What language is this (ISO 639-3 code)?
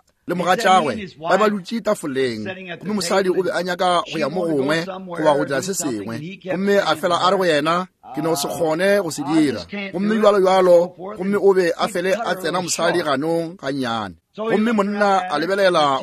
nso